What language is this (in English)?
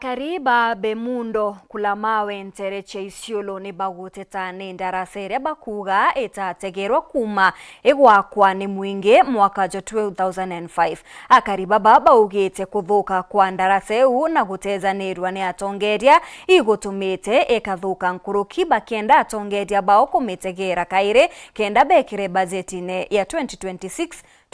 Meru